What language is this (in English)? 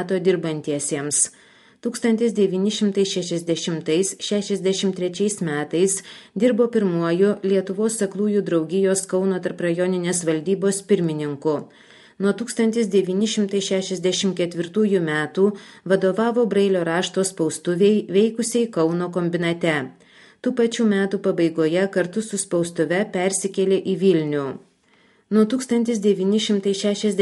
Lithuanian